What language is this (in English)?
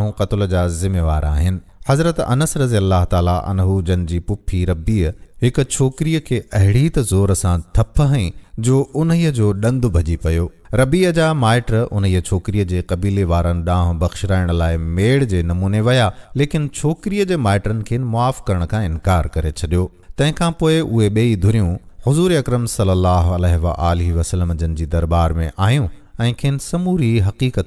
Sindhi